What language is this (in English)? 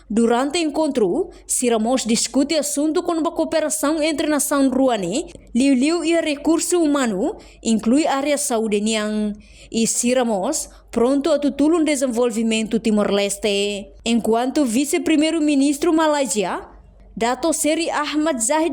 Tetum